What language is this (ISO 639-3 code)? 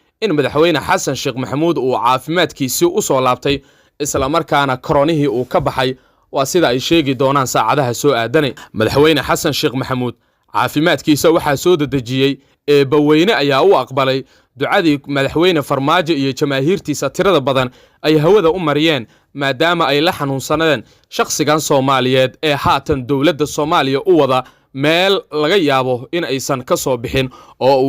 som